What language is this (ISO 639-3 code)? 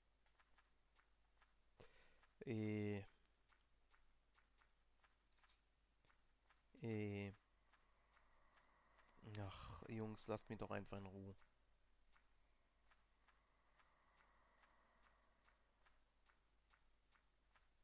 deu